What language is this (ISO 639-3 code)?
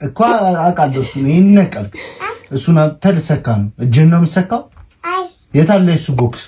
amh